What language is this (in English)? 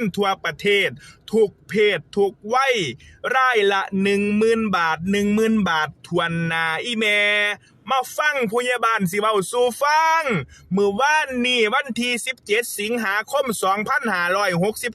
Northeastern Thai